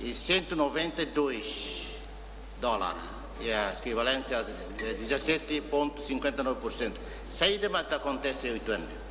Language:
Tetum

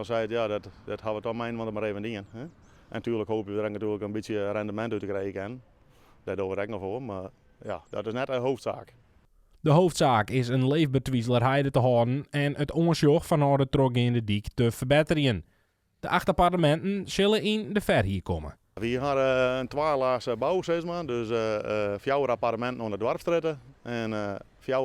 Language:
Western Frisian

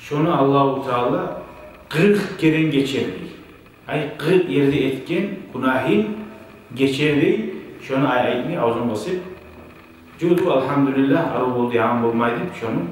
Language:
Kumyk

